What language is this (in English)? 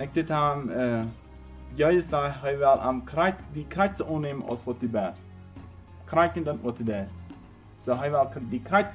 Plautdietsch